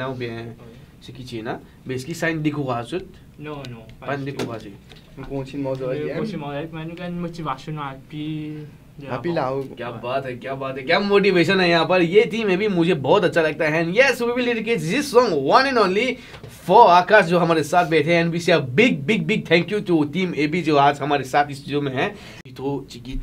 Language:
Morisyen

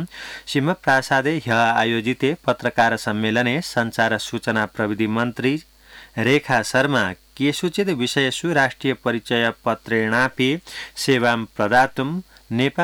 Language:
Sanskrit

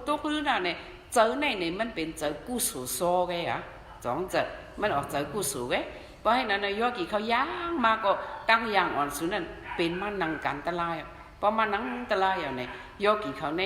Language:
Shan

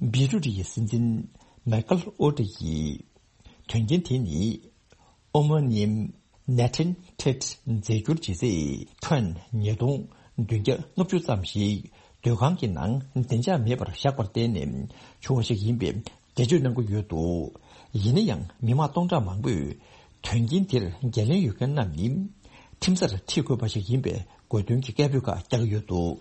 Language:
Tibetan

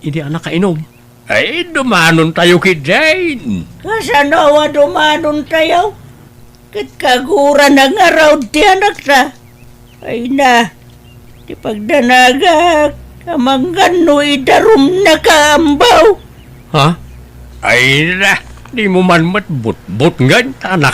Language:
Iloko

